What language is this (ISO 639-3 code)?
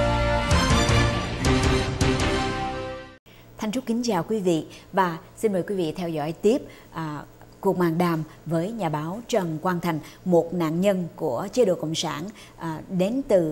vie